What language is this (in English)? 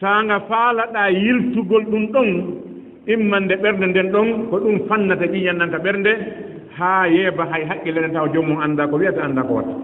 Fula